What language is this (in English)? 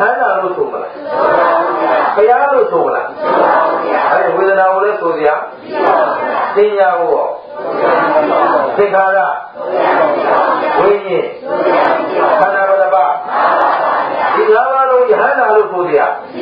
Burmese